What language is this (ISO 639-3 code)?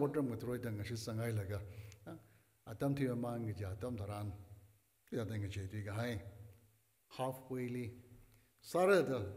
nmf